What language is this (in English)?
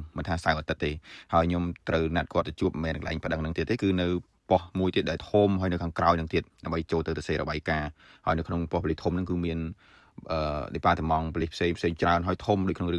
Khmer